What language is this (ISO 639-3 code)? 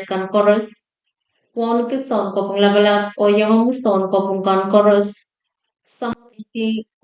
pon